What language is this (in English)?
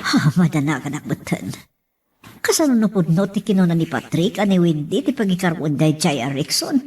Iloko